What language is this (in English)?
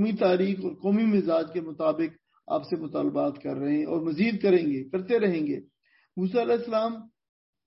Urdu